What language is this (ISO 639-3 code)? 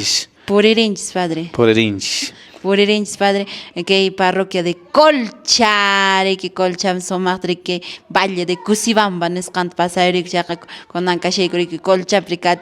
que